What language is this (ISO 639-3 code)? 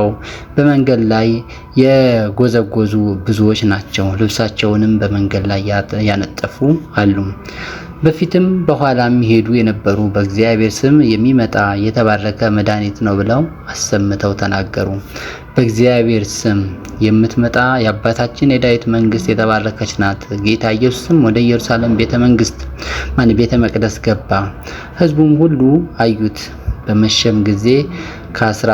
amh